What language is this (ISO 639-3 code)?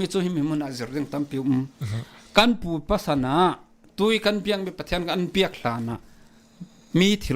cfm